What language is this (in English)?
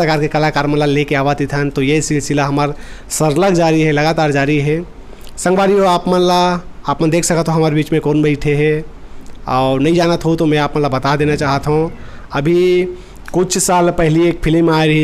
Chhattisgarhi